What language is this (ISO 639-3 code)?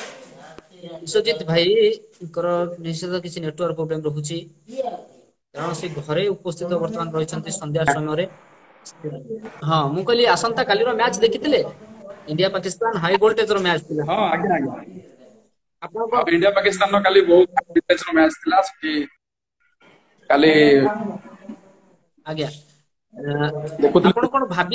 ori